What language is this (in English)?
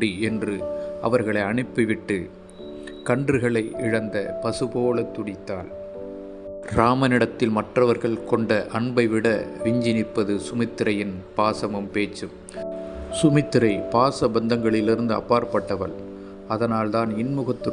Tamil